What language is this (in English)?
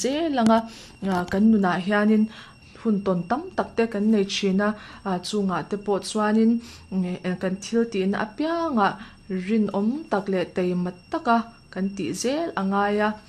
Mizo